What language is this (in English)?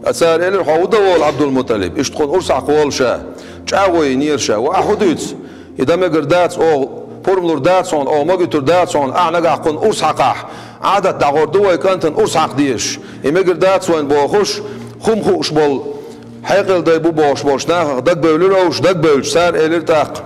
Chechen